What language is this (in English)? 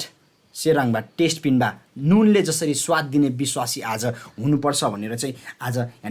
Eastern Tamang